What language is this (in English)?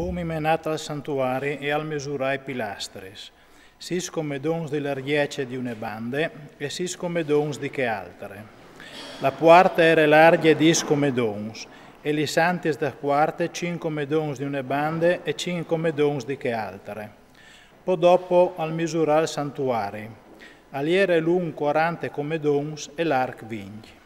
Friulian